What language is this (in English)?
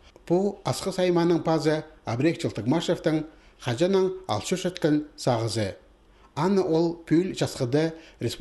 Khakas